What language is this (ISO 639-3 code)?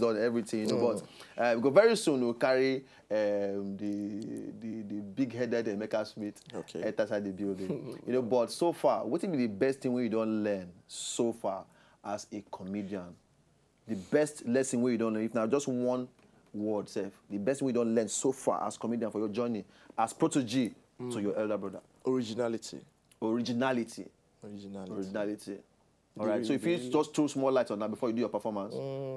pcm